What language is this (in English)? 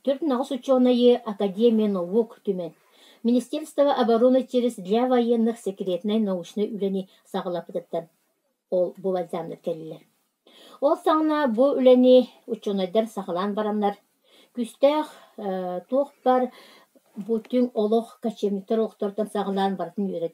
Yakut